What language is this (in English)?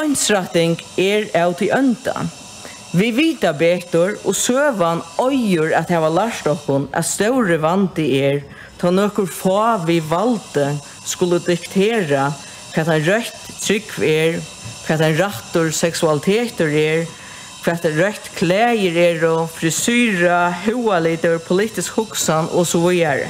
Faroese